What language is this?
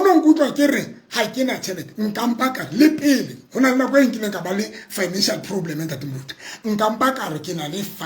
Southern Sotho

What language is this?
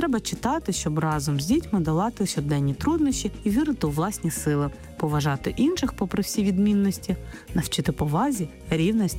Ukrainian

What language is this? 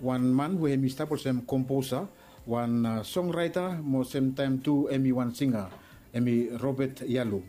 Bislama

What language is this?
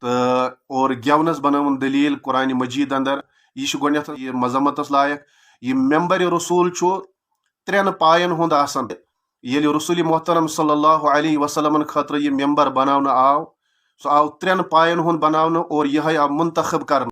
Kashmiri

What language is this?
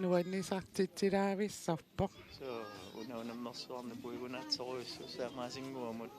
Kalaallisut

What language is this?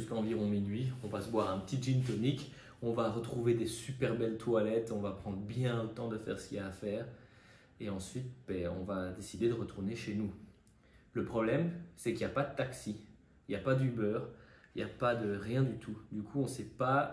French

